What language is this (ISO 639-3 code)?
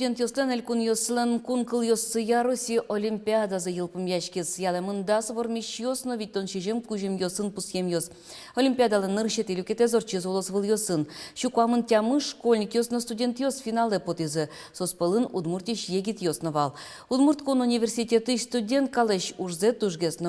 udm